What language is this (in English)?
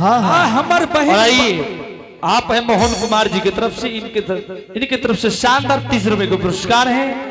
Angika